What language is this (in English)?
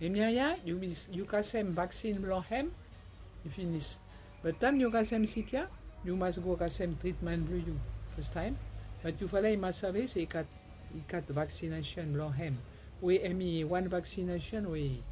Bislama